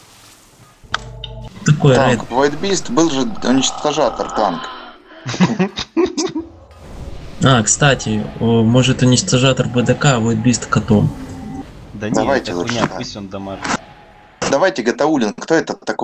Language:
Russian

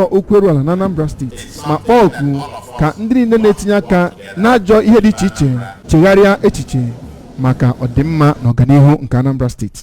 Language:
Igbo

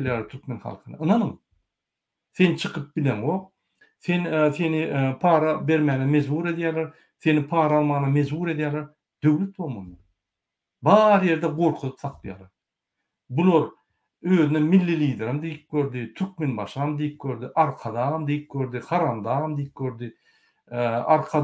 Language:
Turkmen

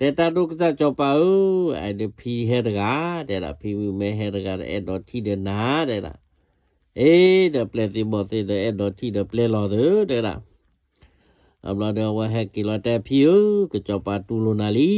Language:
S'gaw Karen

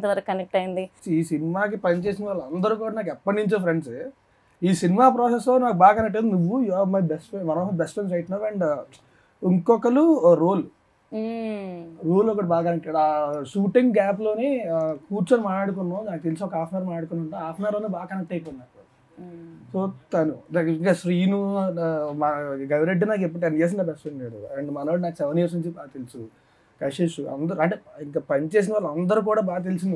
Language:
Telugu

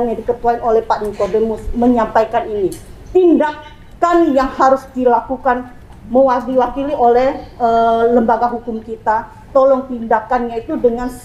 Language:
Indonesian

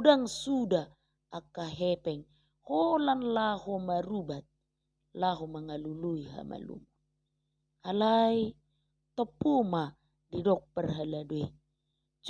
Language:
Batak Toba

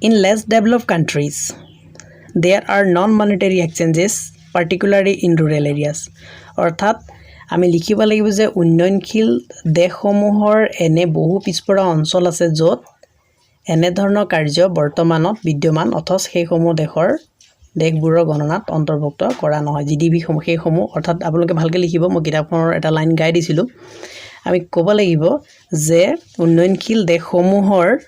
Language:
Assamese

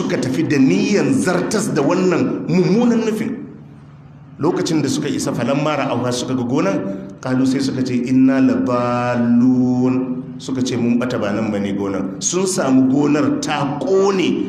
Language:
Hausa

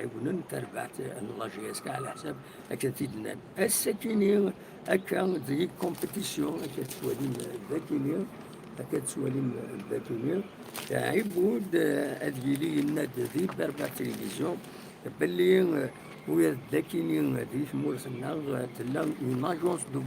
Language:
Kabyle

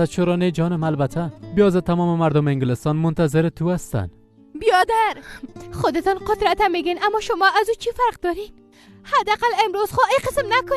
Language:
Persian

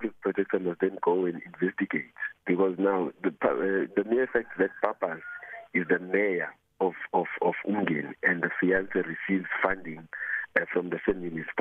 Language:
English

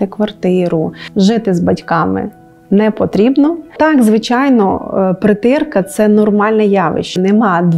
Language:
Ukrainian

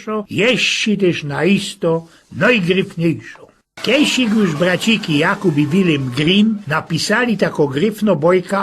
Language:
Silesian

